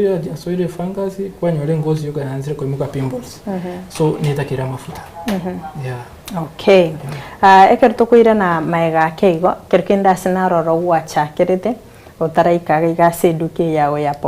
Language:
Gusii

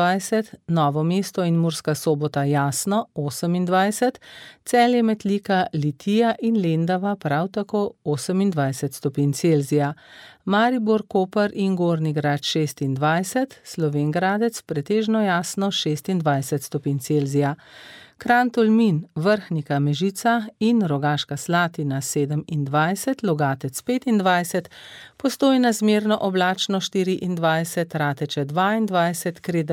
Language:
Slovenian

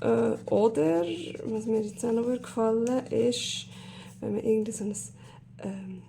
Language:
Swiss German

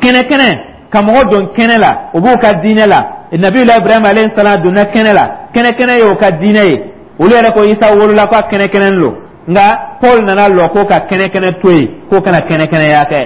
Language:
Dyula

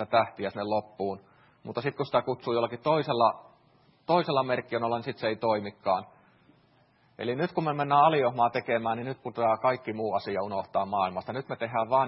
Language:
Finnish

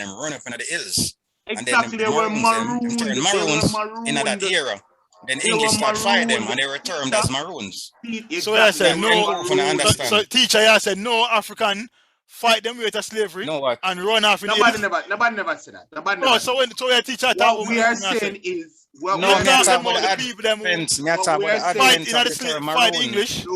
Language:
Jamaican Creole English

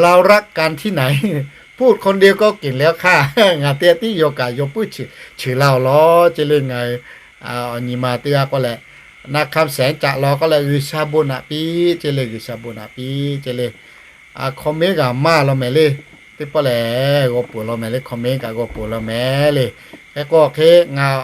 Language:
Lahu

